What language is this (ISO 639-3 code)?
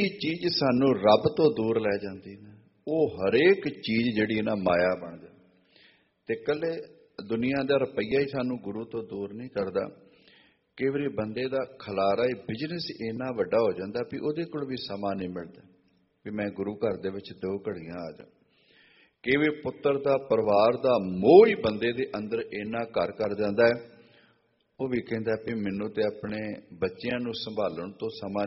pan